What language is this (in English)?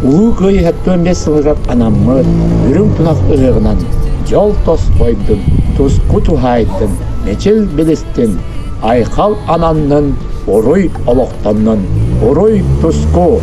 Yakut